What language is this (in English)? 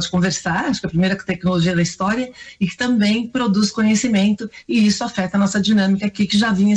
Portuguese